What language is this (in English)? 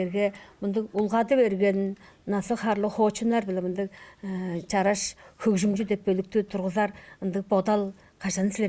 Tuvinian